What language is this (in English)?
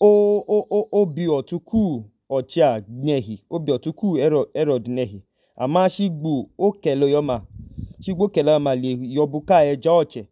Idoma